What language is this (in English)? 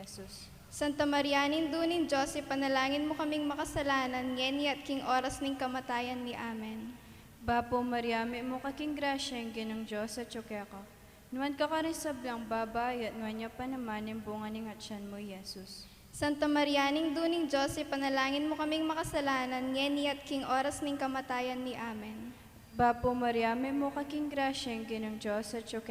Pampanga